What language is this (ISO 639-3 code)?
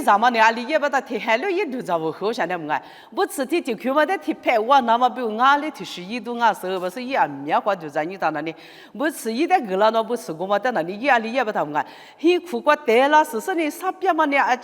lis